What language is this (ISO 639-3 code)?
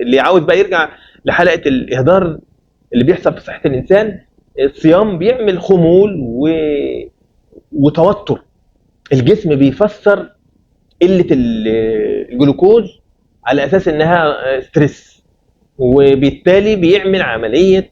arz